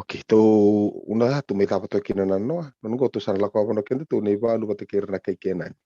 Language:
Fijian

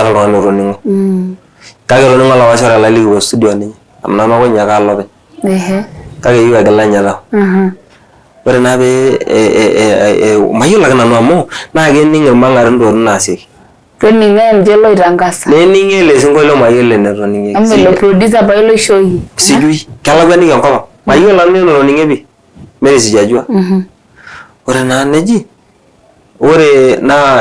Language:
Masai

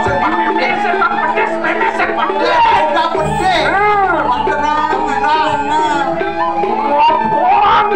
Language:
Balinese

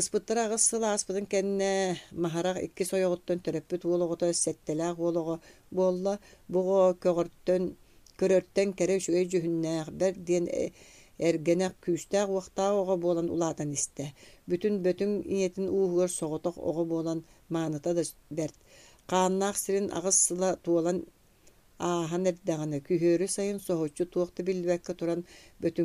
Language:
Yakut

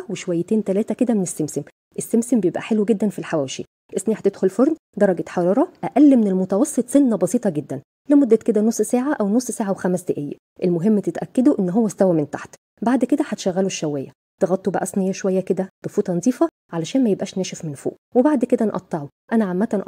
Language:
Egyptian Arabic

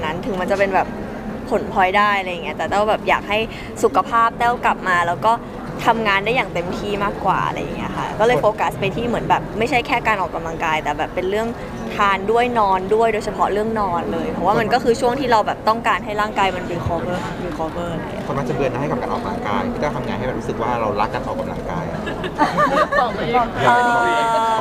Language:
Thai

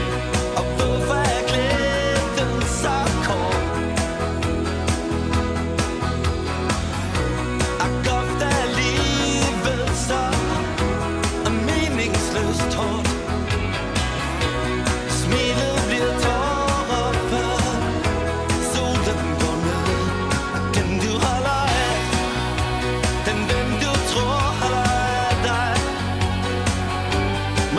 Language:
Danish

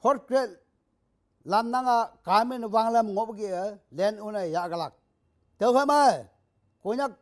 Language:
Konyak Naga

